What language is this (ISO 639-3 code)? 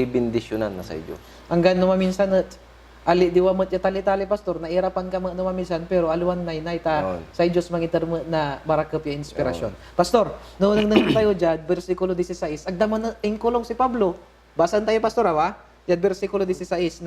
pag